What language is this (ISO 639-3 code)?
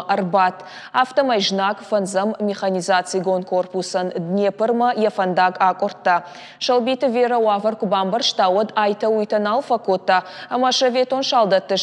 oss